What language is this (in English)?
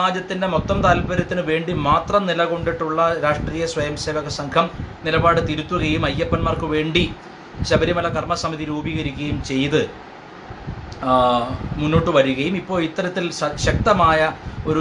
Malayalam